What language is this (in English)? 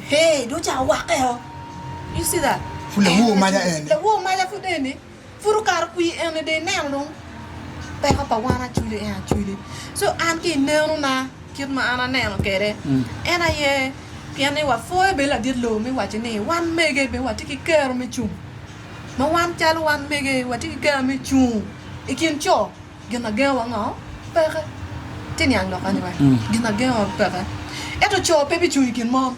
Acoli